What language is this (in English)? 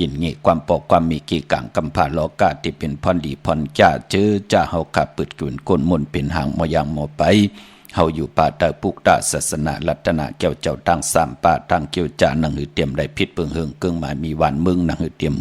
Shan